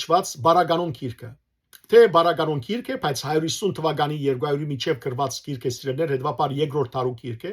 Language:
Western Armenian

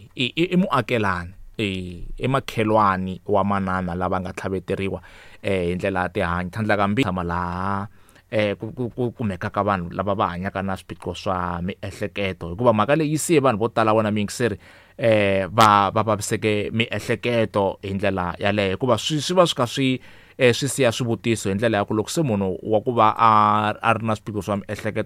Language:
Tsonga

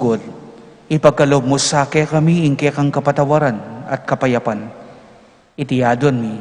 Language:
Pampanga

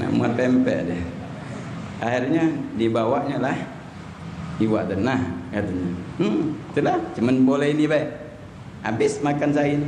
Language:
Musi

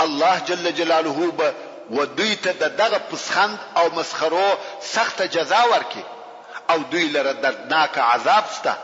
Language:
Pashto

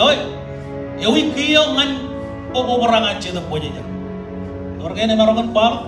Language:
Marshallese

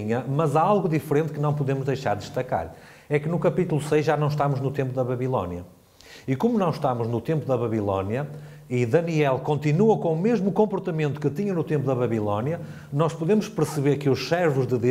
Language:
Portuguese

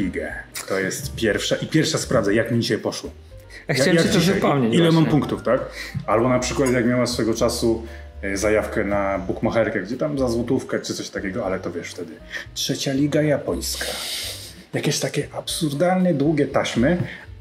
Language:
Polish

